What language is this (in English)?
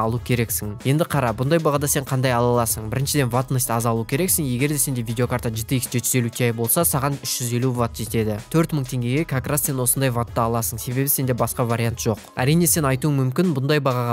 Kazakh